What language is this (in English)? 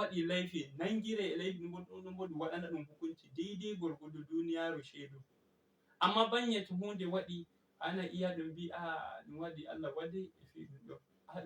Fula